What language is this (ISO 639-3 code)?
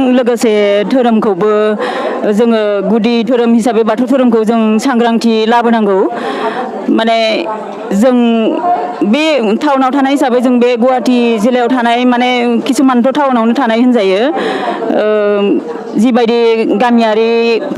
brx